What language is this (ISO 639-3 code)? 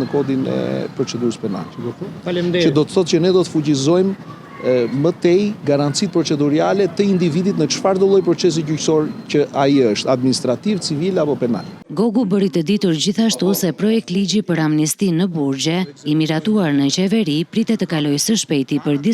sqi